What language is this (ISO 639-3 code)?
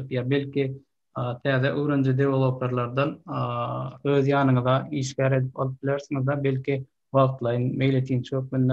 tuk